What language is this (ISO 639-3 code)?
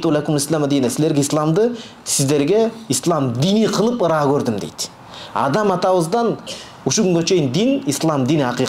kir